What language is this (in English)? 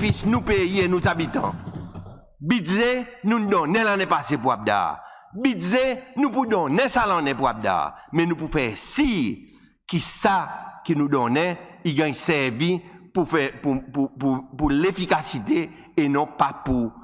Seselwa Creole French